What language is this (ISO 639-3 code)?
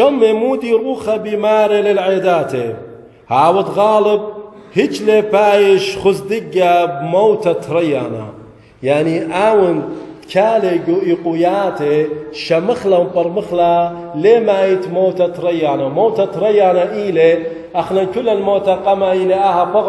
aii